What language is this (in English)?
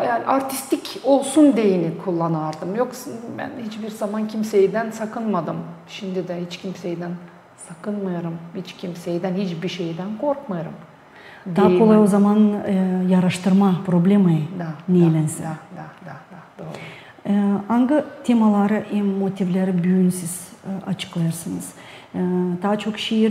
Gagauz